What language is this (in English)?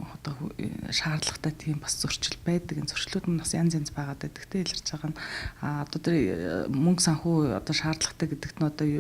Mongolian